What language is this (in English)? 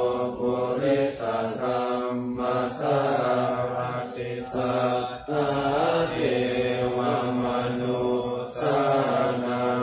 Pali